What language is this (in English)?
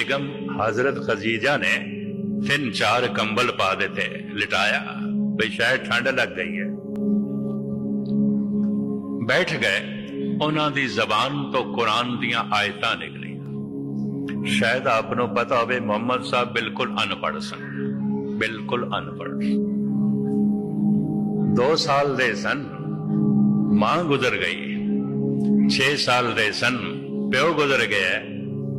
Punjabi